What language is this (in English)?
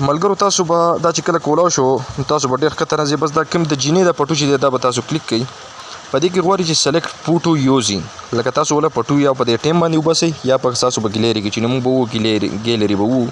Pashto